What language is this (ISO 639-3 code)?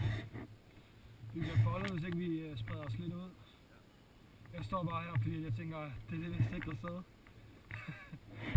dan